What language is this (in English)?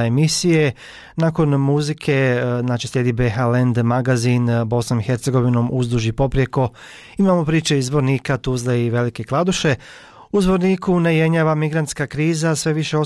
Bosnian